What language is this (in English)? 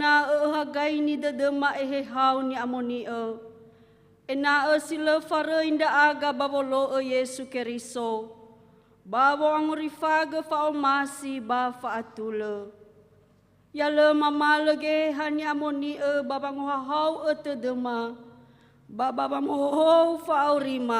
Nias